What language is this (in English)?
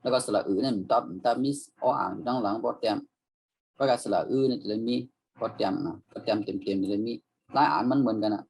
Shan